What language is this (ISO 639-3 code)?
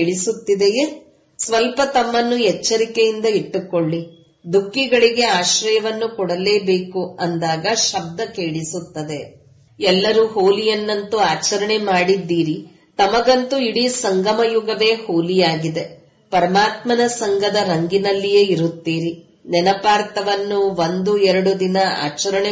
kan